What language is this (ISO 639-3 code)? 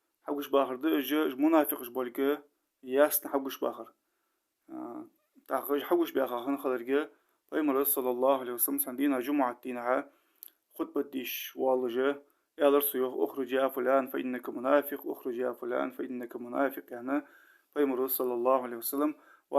inh